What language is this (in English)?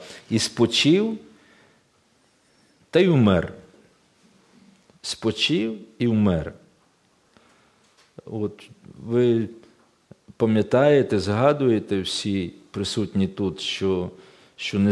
Ukrainian